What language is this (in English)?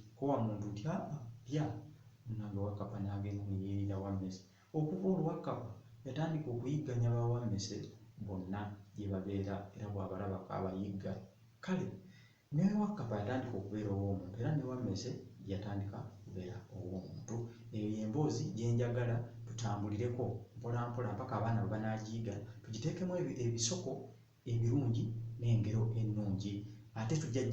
Ganda